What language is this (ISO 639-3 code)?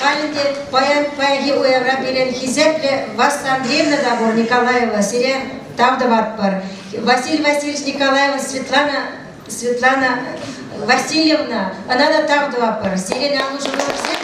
chv